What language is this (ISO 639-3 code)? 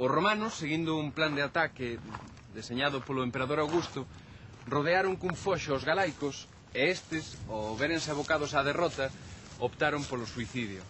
glg